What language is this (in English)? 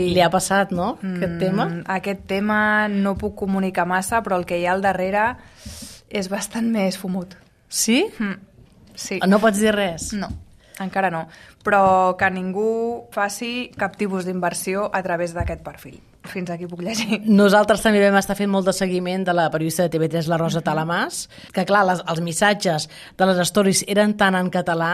Catalan